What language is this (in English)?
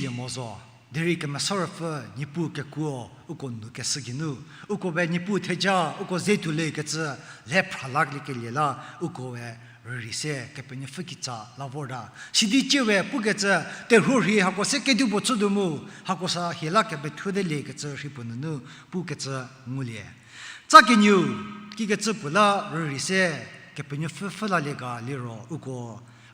Angami Naga